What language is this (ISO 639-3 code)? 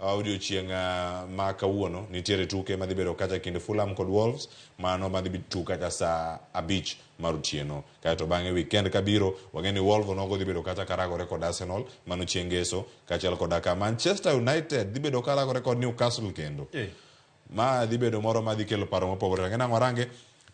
luo